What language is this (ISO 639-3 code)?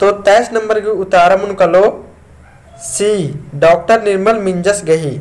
kru